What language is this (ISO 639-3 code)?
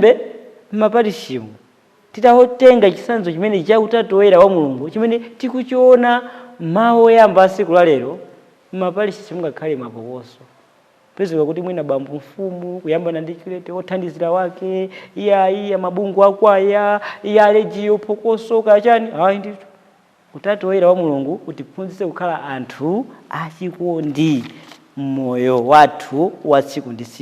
nya